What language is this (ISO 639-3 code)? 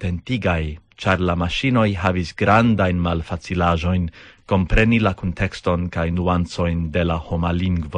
epo